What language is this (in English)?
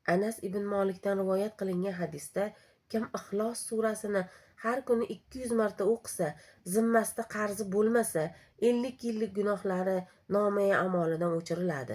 Uzbek